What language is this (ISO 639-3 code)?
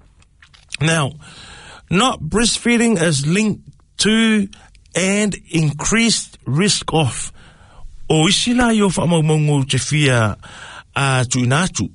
smo